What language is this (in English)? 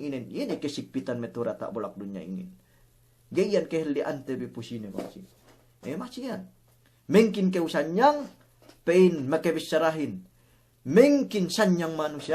Yakan